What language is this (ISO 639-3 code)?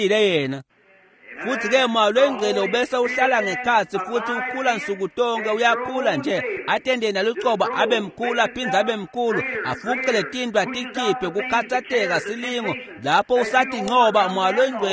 ssw